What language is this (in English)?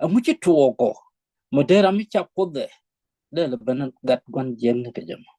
Nuer